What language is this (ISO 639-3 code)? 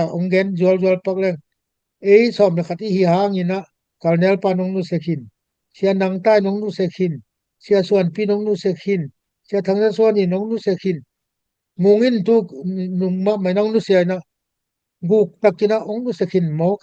ctd